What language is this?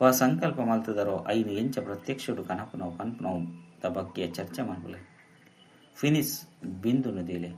Tulu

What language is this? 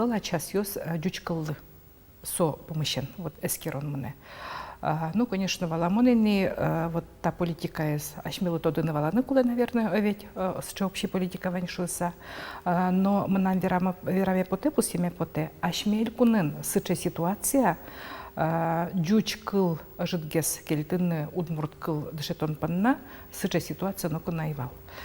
Udmurt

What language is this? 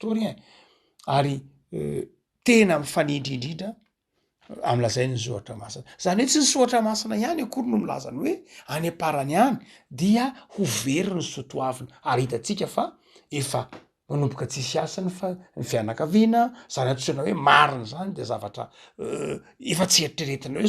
Malagasy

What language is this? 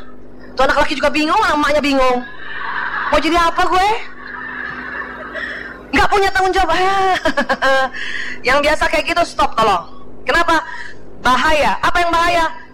Indonesian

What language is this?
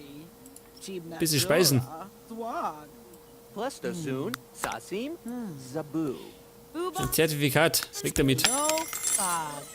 Bavarian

